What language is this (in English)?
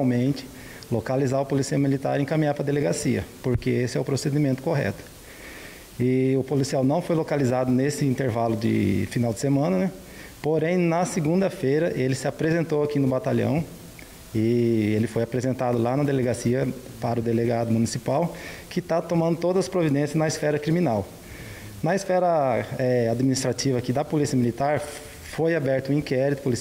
Portuguese